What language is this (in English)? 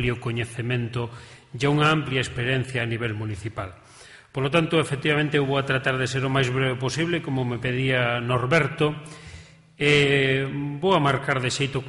Galician